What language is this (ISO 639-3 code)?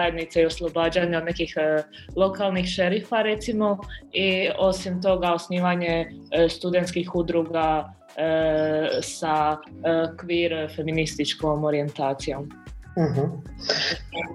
hrv